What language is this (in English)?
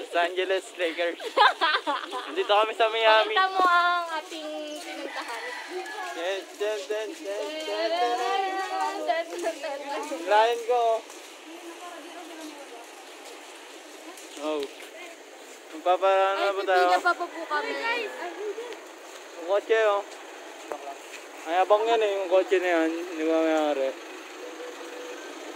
Filipino